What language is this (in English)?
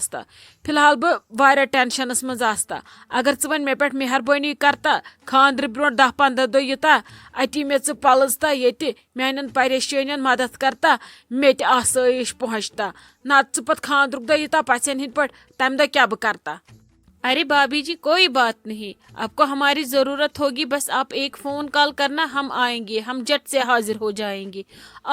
Kashmiri